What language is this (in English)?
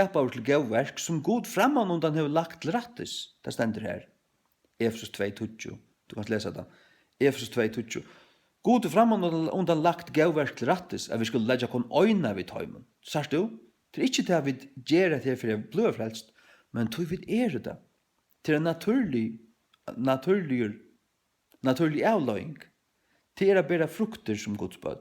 Faroese